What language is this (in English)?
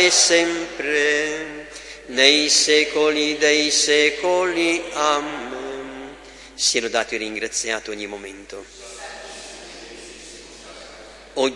Italian